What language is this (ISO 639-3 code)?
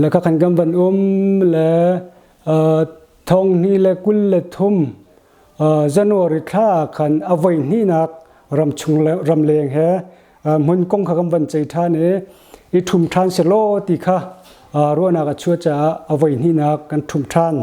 cnh